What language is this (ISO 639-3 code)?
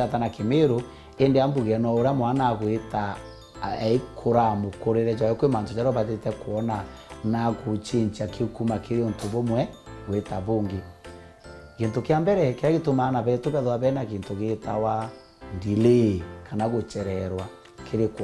mer